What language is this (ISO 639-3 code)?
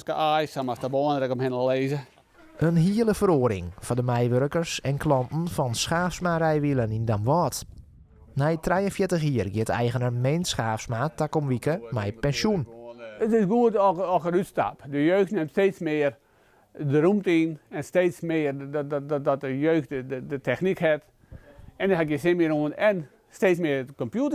fry